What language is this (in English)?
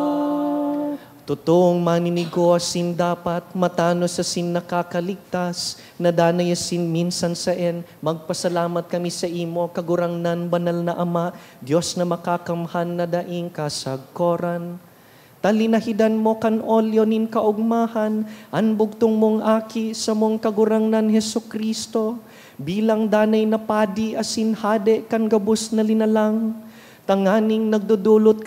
Bikol